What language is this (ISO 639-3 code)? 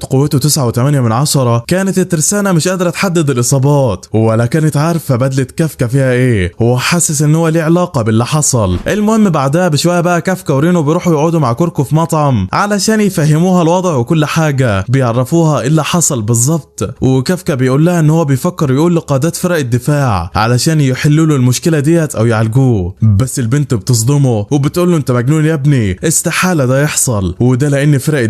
arz